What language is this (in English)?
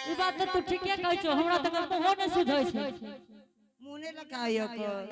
Angika